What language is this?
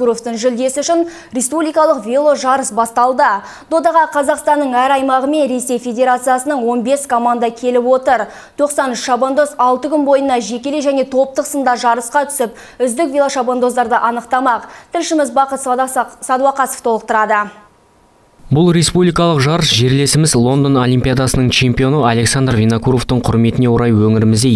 Kazakh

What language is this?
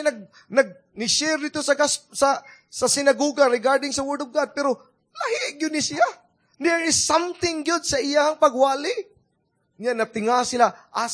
Cebuano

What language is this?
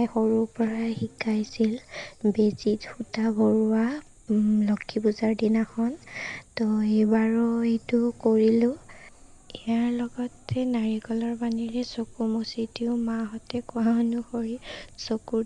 Assamese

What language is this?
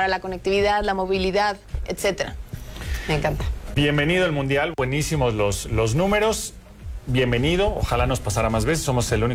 Spanish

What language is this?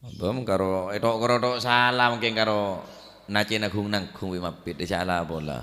Madurese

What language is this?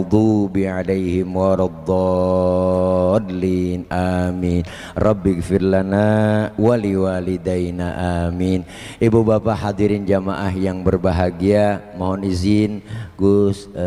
Betawi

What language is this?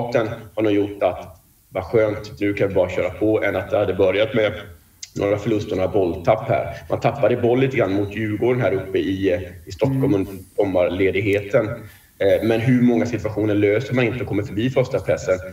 Swedish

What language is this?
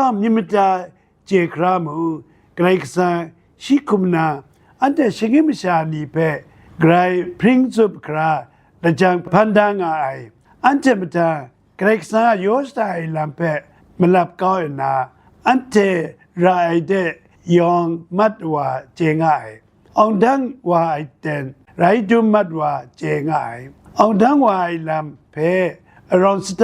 Kachin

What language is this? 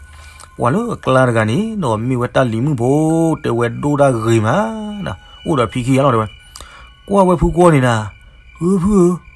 S'gaw Karen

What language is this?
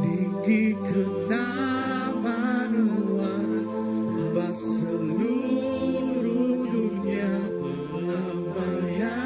Iban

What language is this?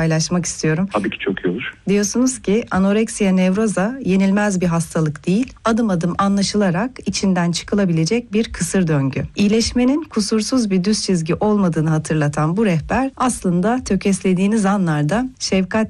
Turkish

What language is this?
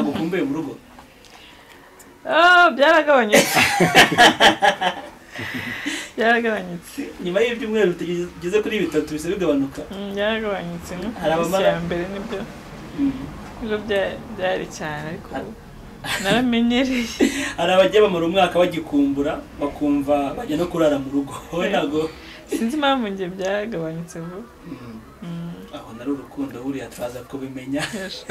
Kinyarwanda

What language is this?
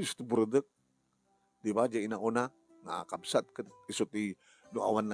Iloko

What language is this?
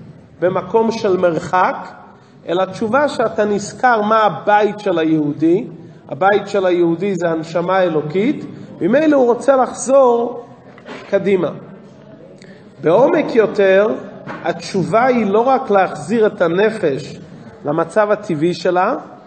Hebrew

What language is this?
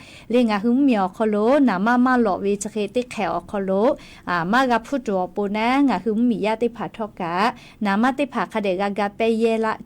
Lahu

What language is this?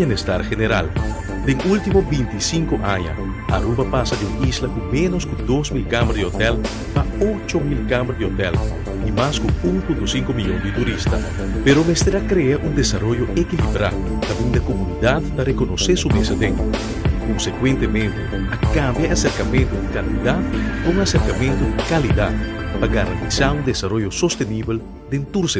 Papiamento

